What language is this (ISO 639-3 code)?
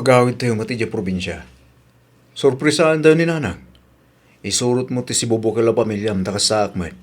ilo